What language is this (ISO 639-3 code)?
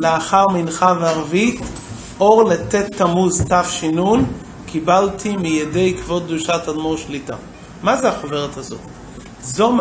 heb